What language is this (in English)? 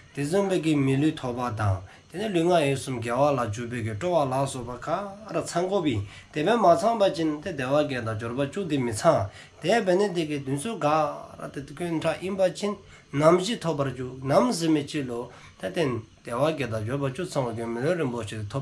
Dzongkha